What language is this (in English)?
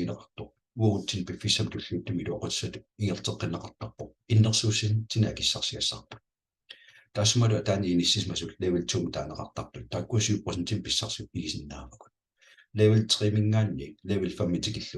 Kalaallisut